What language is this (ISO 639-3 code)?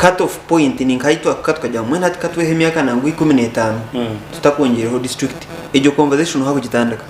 nyn